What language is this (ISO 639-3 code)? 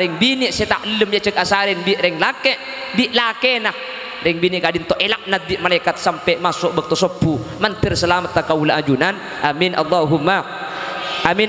mad